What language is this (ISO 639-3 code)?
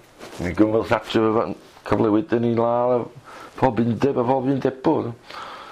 cym